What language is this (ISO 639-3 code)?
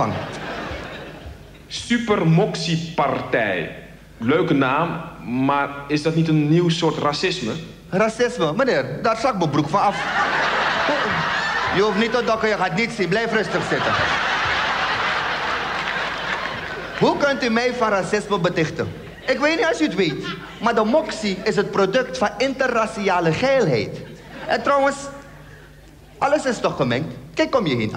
nld